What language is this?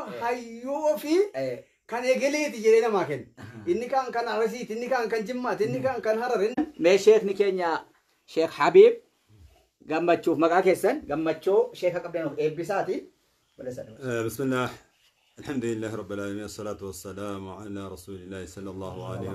Oromo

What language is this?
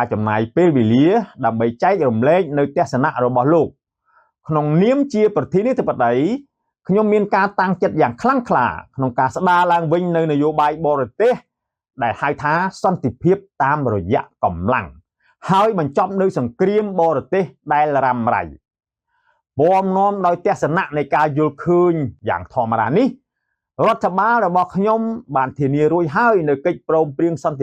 Khmer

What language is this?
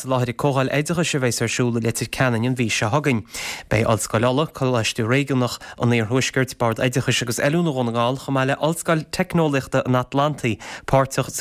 Irish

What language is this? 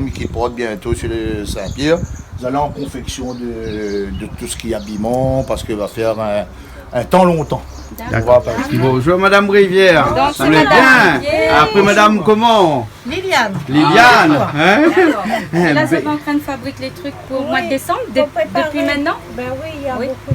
Réunion Creole French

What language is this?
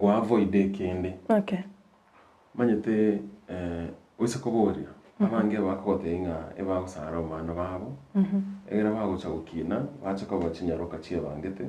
Gusii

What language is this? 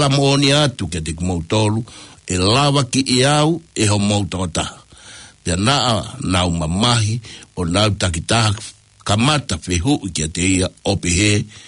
Tongan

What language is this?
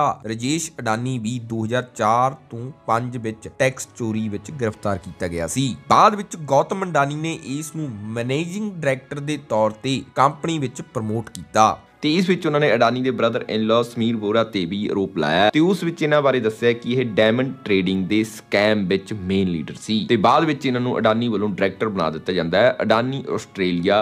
Punjabi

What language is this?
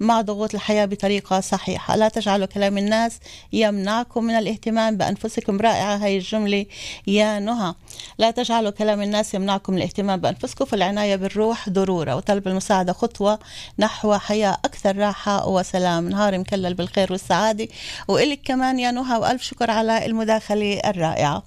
North Levantine Arabic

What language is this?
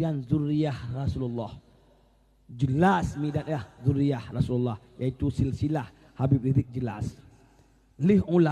Achinese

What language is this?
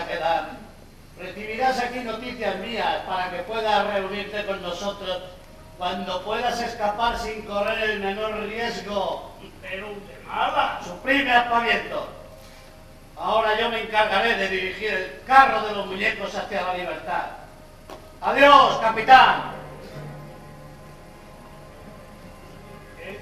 Spanish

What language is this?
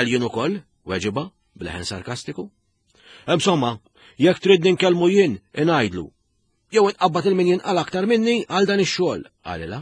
Maltese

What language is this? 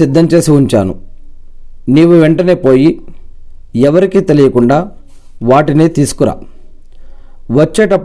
Telugu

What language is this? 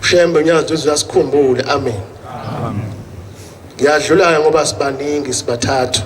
Zulu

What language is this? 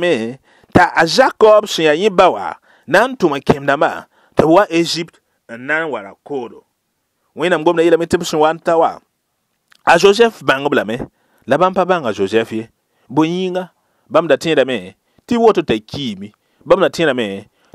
Mossi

